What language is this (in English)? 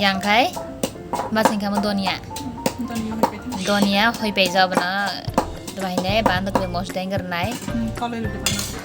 Kok Borok